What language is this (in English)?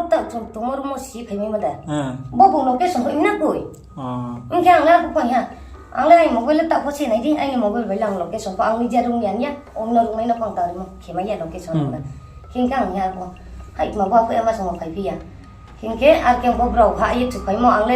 Riang (India)